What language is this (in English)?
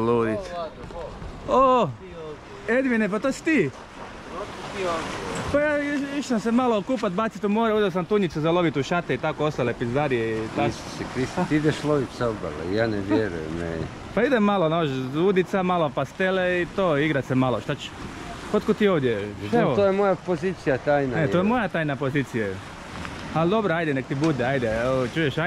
Croatian